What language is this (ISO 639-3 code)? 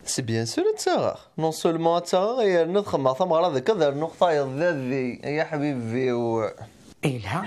kab